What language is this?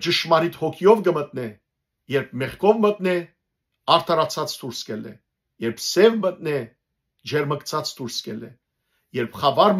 Western Armenian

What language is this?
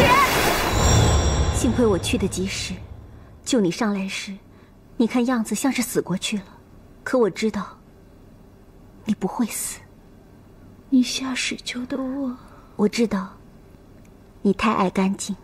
Chinese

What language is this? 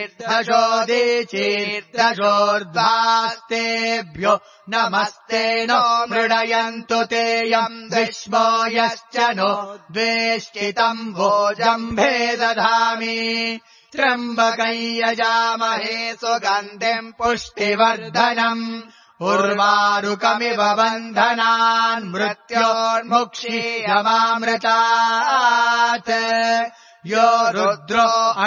Sanskrit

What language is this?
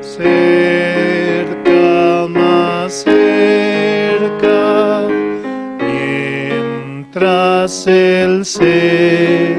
South Bolivian Quechua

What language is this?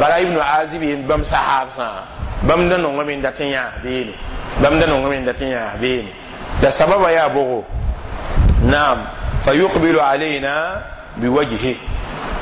Mossi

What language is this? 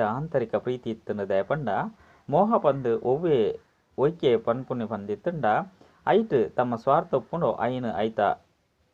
Tulu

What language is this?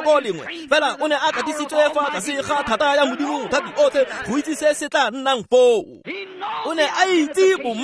Tswana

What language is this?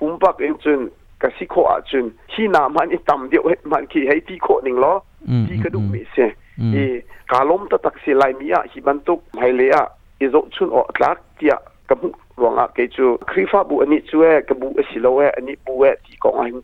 Hakha Chin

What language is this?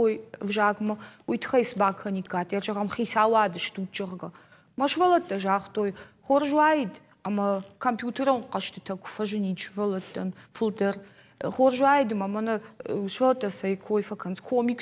Ossetic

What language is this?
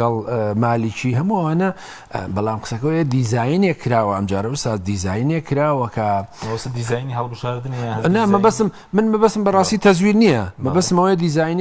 Central Kurdish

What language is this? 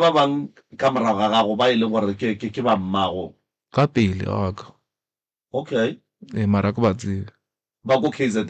Northern Sotho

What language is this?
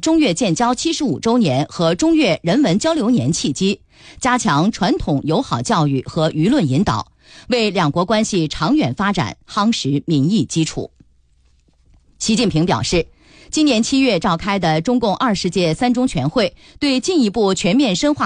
Chinese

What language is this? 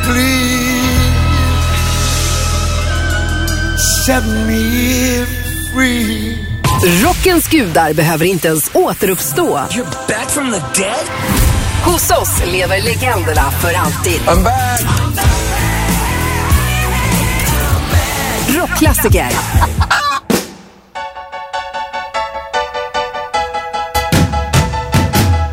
Swedish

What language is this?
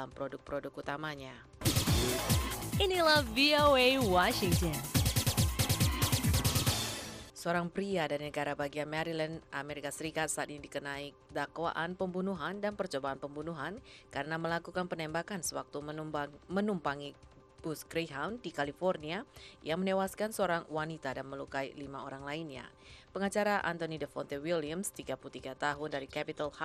Indonesian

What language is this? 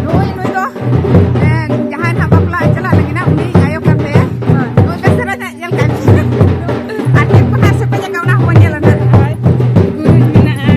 Santali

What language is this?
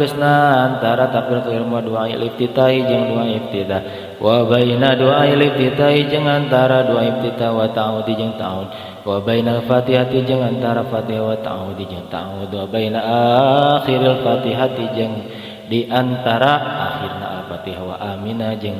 Sundanese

